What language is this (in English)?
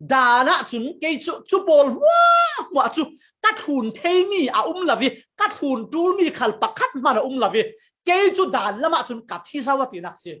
Falam Chin